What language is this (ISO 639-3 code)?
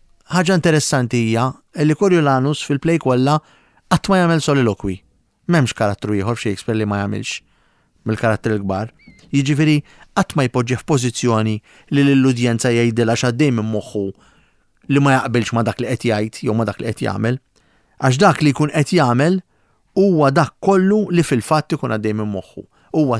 mlt